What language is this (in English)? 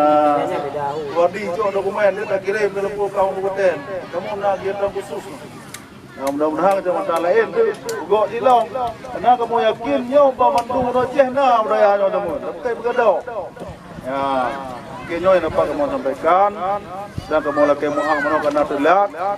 Achinese